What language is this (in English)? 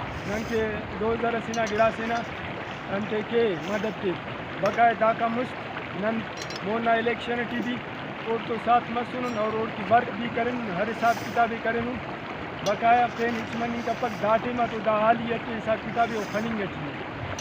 Brahui